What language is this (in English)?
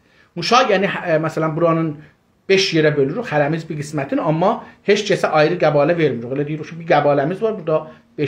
South Azerbaijani